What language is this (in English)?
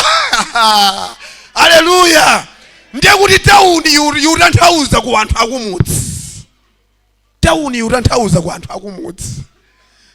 Nyanja